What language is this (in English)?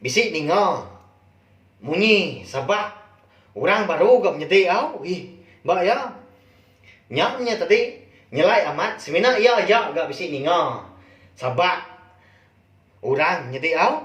Iban